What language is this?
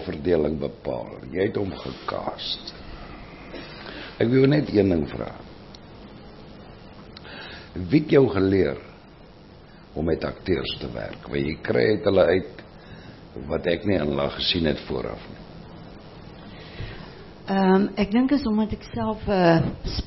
Afrikaans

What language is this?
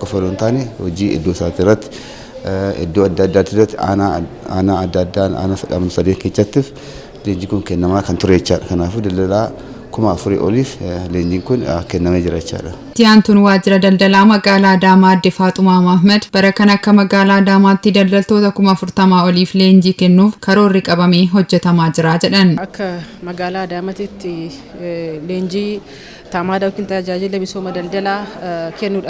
Oromo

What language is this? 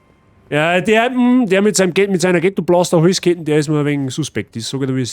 Bavarian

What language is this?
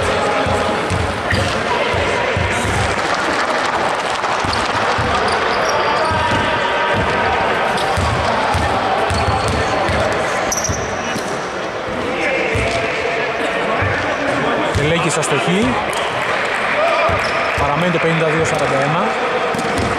Greek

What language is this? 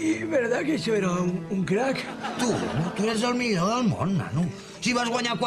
Catalan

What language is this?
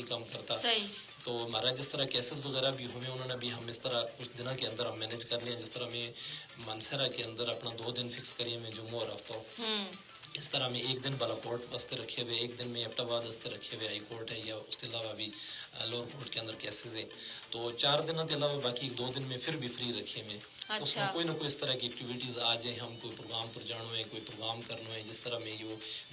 Gujari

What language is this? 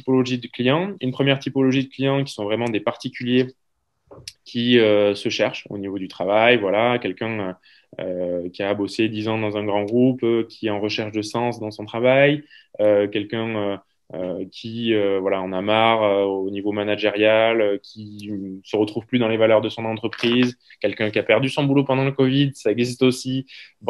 French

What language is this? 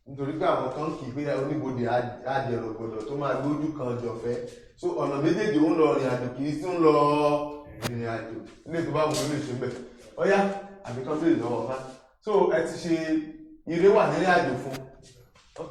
Yoruba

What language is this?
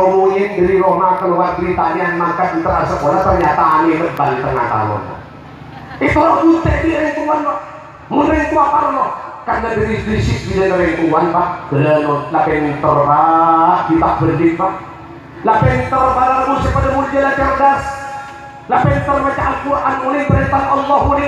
Madurese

